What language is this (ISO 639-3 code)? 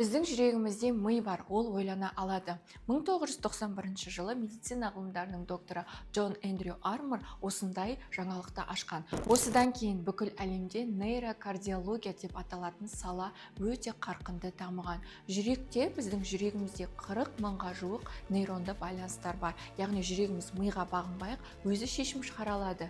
kaz